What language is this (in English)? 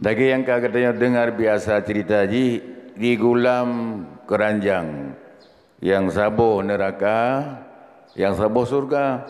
Achinese